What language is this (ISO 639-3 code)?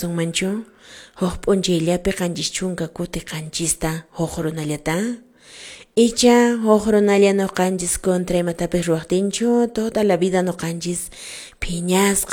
que